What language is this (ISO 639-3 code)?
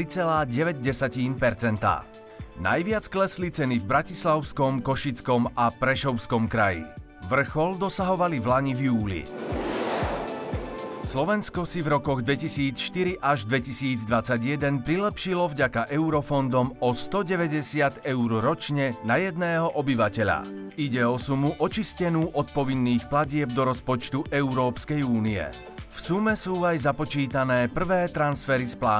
slk